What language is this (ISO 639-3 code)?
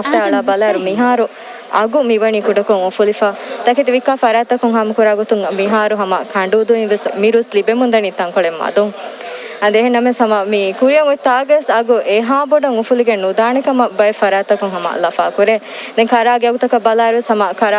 div